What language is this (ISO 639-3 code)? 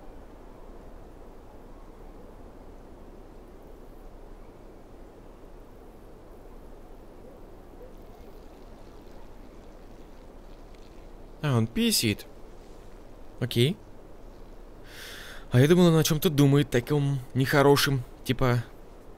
rus